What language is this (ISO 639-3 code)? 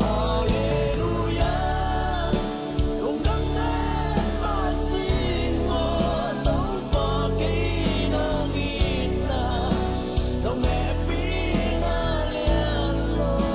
ctd